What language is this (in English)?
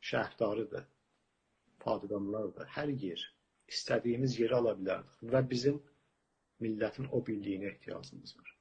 South Azerbaijani